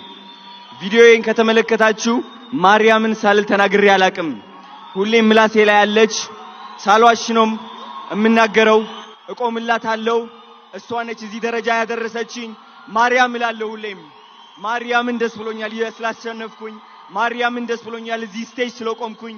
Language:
Amharic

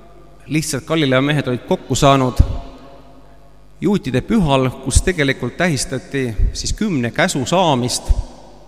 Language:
Estonian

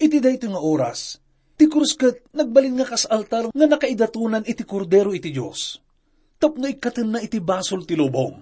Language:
Iloko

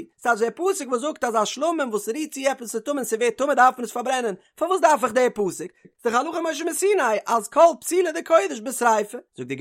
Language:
Yiddish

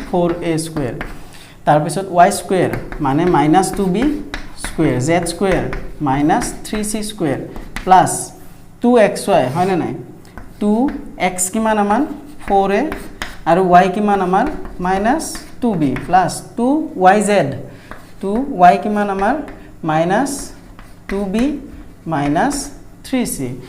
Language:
Assamese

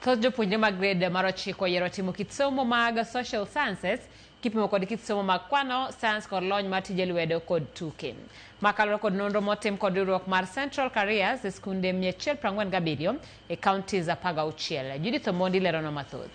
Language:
Luo (Kenya and Tanzania)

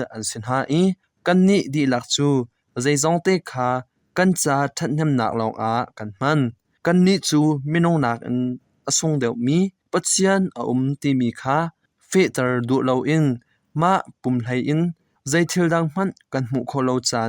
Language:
Hakha Chin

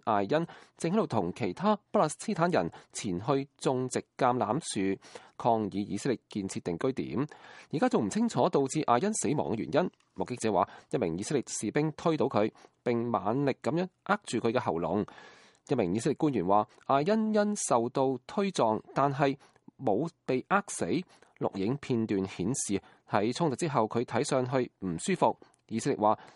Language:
Cantonese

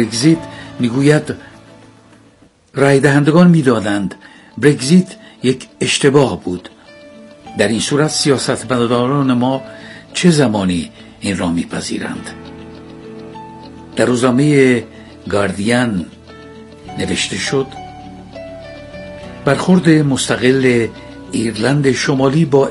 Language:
Persian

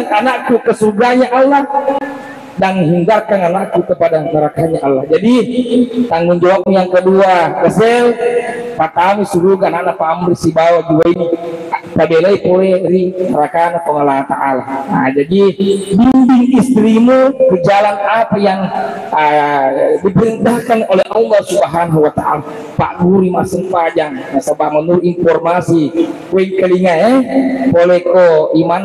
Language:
Buginese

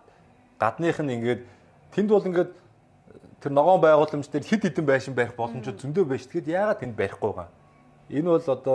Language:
Mongolian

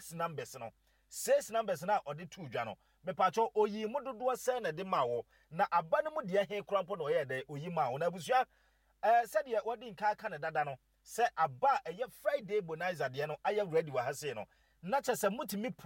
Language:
Akan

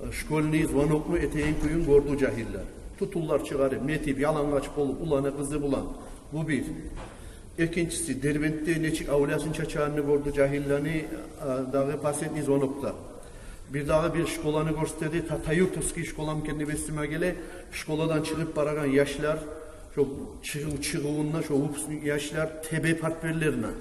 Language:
Kumyk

